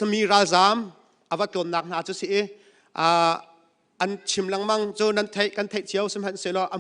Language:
Hakha Chin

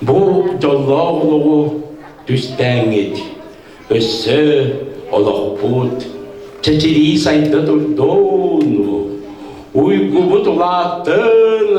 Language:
Yakut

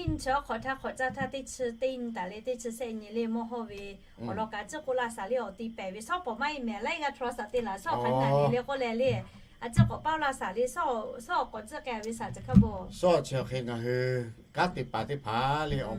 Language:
Lahu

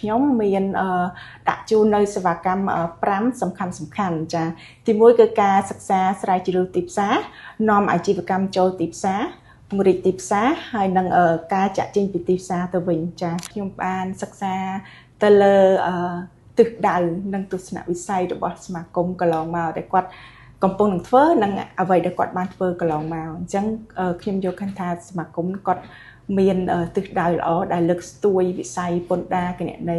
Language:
Khmer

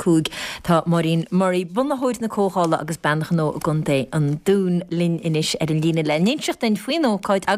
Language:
Irish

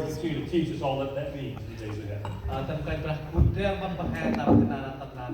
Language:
Central Mnong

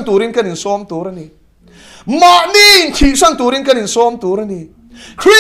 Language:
Mizo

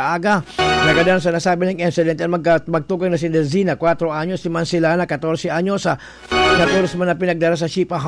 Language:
Bikol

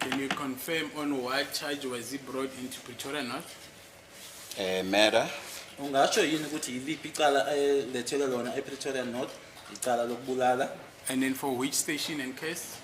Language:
Zulu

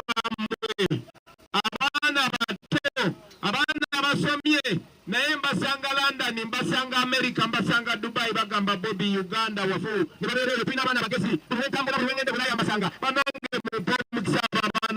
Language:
Nyankole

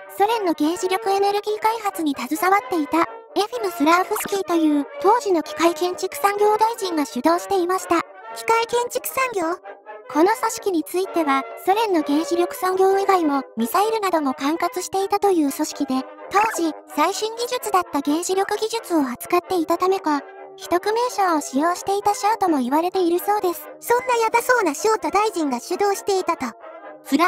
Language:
Japanese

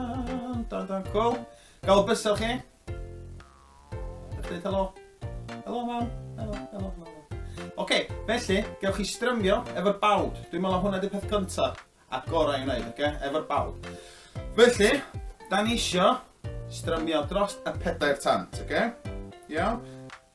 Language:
Welsh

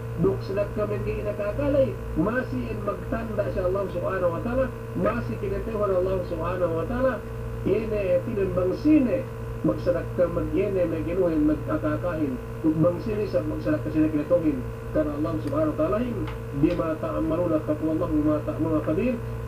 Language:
Yakan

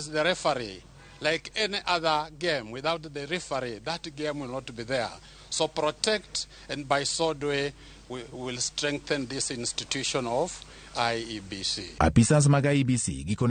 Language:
Luo (Kenya and Tanzania)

